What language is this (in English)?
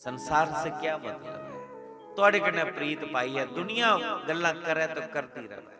Dogri